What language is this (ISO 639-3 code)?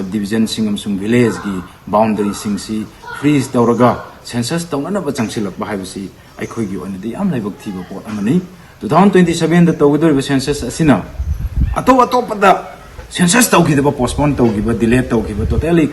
mni